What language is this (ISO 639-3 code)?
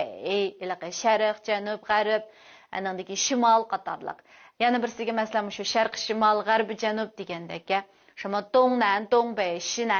uig